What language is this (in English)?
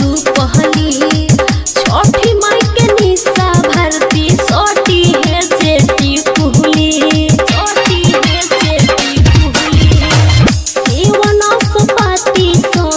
Bhojpuri